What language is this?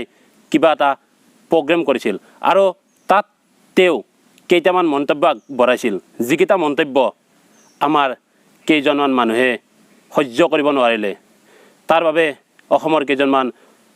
Assamese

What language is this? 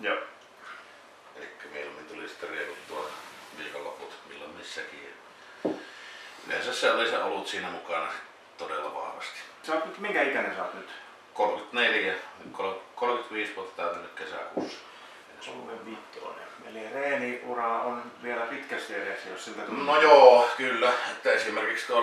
Finnish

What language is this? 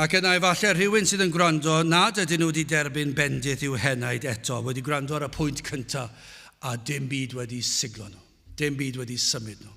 Welsh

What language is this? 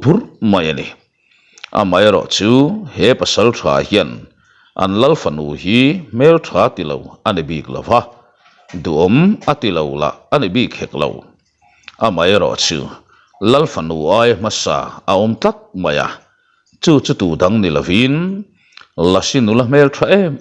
Mizo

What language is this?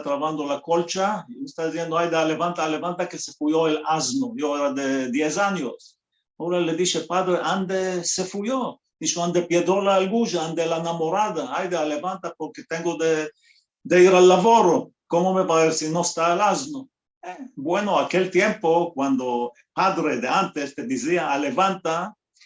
Ladino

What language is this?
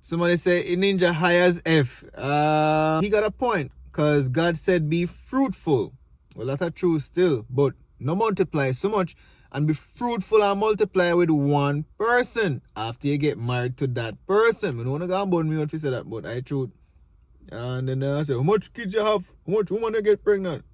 Jamaican Creole English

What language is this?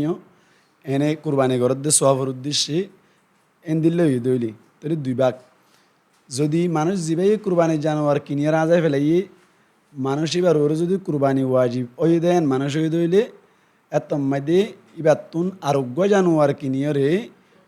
Rohingya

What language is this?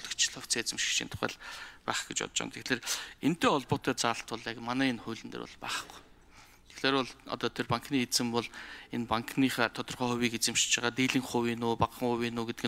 Mongolian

